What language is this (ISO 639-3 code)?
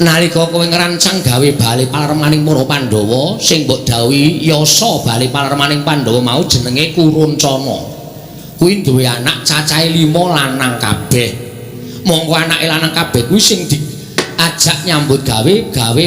jav